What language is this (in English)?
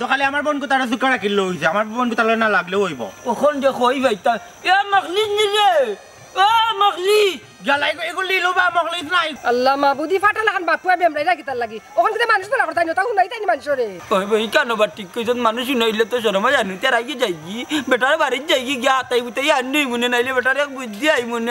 Sylheti